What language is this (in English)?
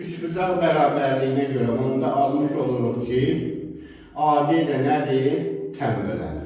Azerbaijani